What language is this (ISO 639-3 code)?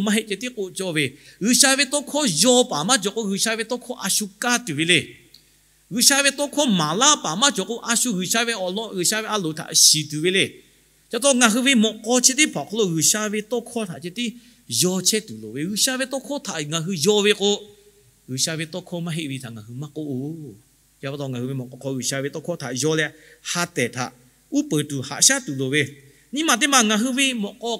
lhu